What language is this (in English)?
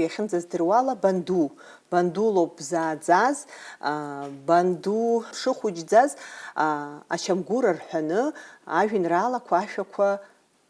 Abkhazian